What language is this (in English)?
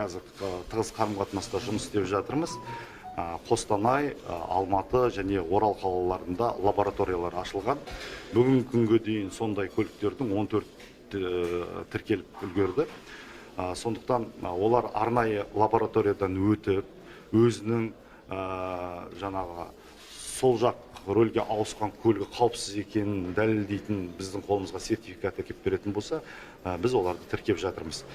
Kazakh